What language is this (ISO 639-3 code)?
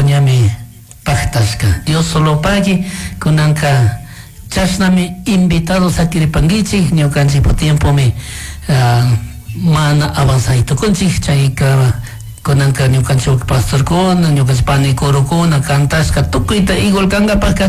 qug